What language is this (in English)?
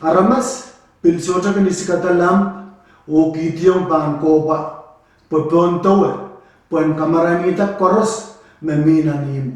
Pohnpeian